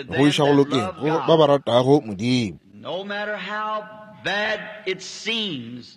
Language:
Northern Sotho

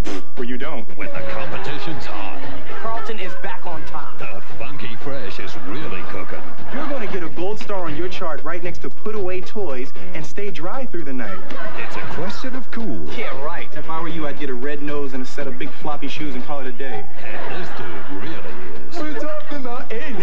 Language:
English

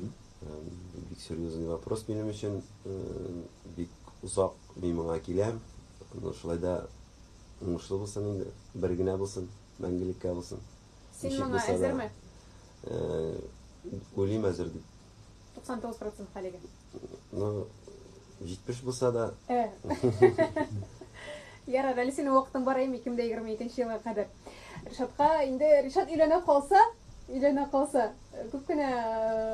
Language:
Tatar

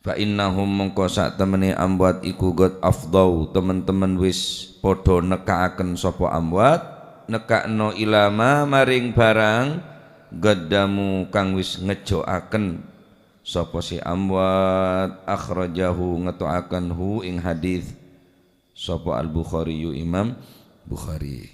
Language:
Madurese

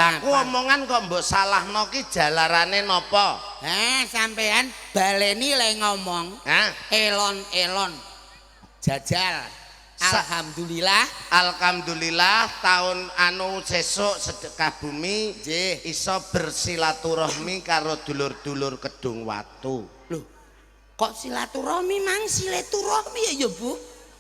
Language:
Javanese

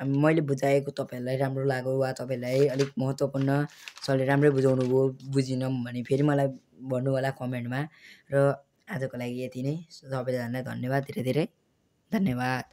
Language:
Nepali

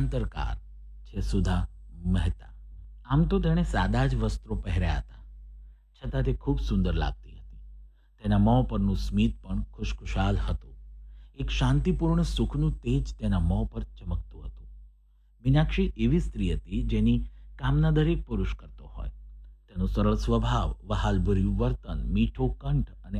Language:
Gujarati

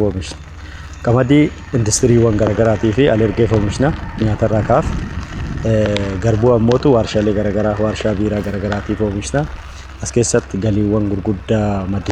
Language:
Oromo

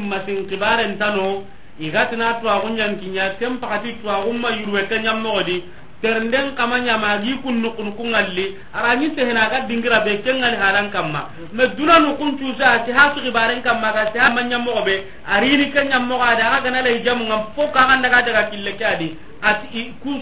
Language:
Soninke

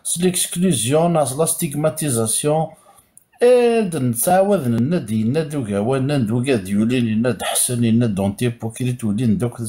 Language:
Kabyle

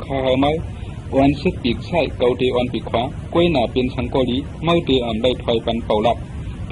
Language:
Shan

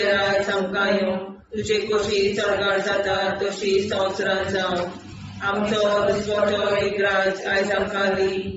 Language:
Konkani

